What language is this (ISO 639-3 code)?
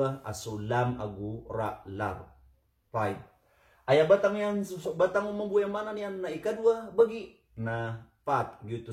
mrw